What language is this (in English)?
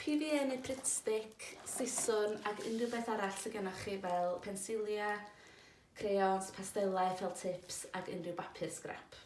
Welsh